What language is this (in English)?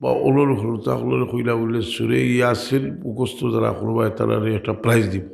Sylheti